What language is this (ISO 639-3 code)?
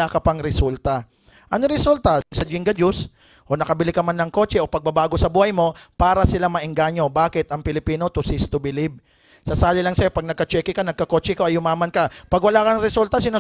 fil